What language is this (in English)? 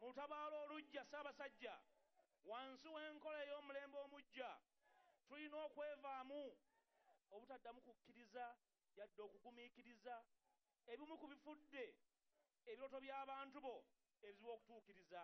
Ganda